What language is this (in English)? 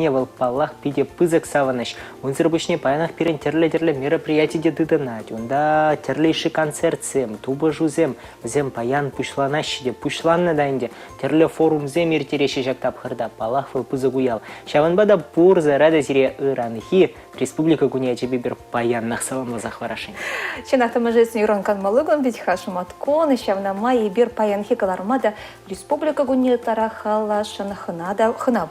Chuvash